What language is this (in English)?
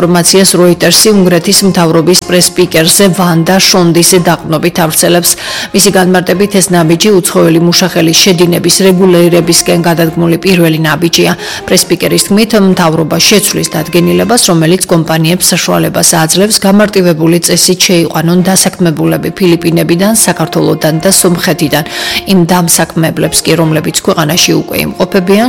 Georgian